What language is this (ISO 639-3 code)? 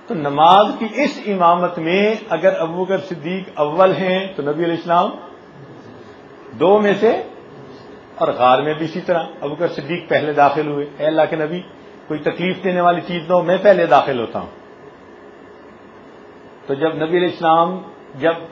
urd